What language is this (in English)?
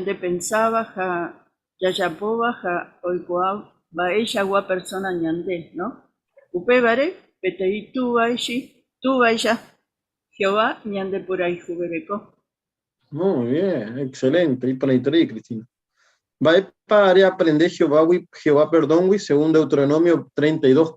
Guarani